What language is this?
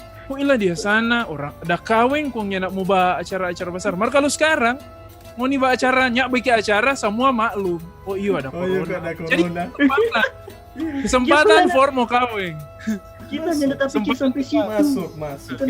Manado Malay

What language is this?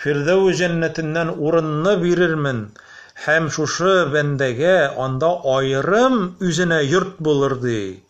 Tatar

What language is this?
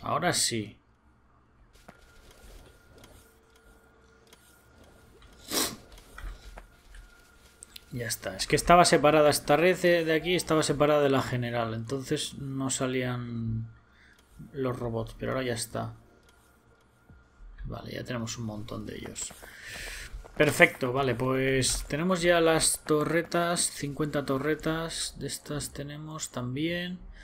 Spanish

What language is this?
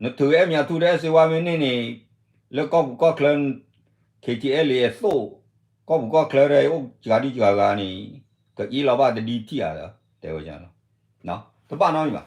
S'gaw Karen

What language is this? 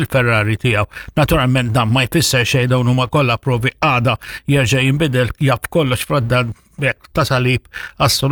Maltese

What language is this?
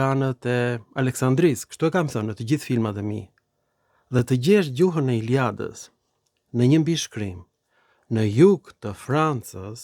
Albanian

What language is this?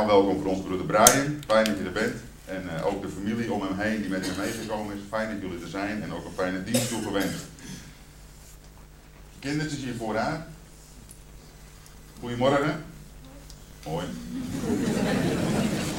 Dutch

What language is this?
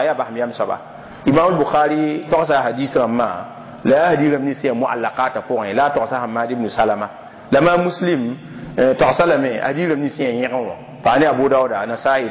Mossi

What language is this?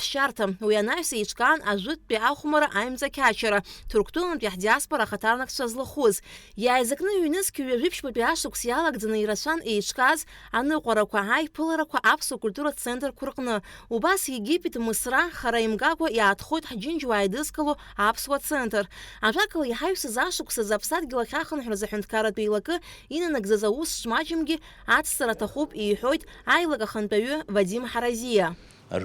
Abkhazian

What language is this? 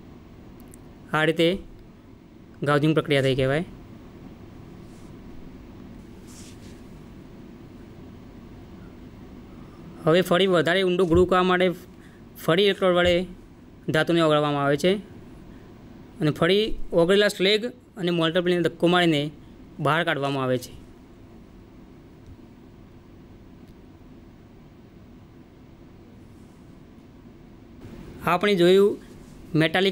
Gujarati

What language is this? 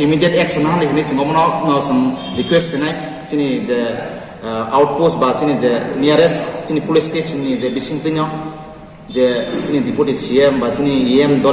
Kok Borok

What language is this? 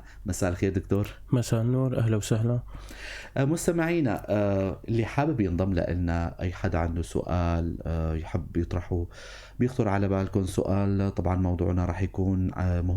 North Levantine Arabic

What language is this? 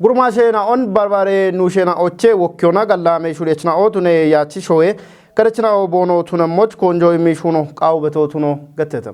Kafa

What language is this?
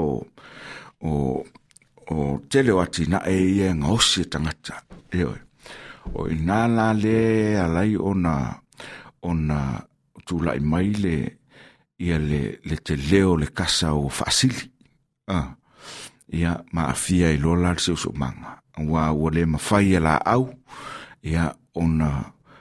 Samoan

